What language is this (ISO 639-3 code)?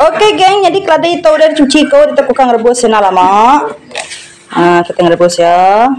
iba